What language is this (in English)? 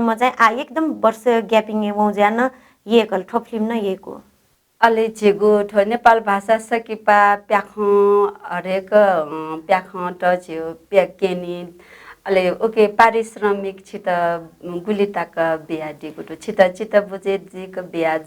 Newari